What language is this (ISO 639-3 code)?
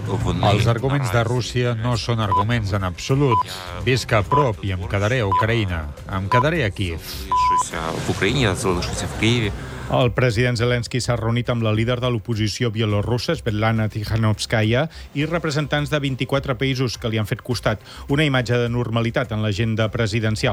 cat